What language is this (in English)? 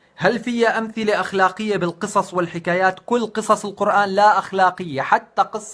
North Levantine Arabic